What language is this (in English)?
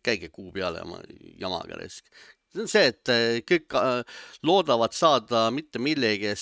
Estonian